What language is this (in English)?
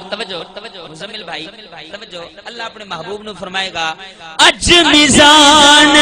Saraiki